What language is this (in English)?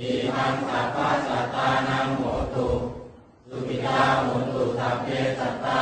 Pali